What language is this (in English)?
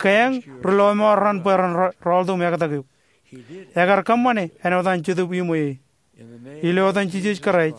Marshallese